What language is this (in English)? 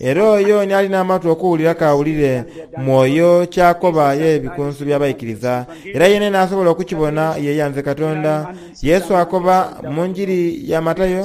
Soga